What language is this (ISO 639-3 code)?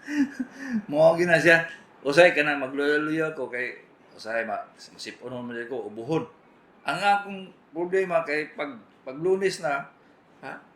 ceb